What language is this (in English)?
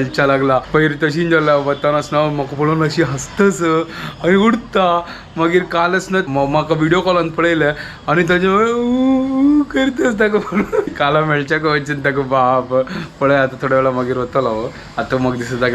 Konkani